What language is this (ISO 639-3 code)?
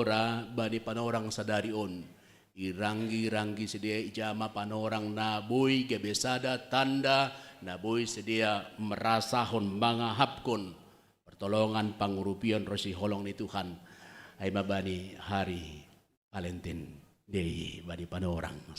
bts